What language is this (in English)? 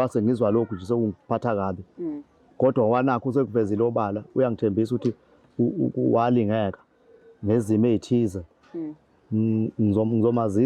Zulu